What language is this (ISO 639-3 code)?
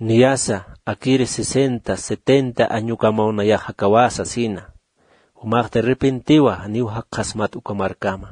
aym